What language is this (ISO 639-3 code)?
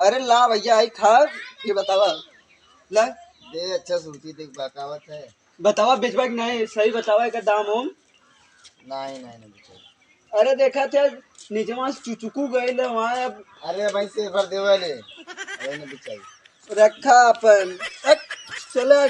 awa